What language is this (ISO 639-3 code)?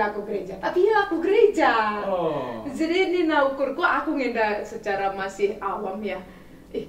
btx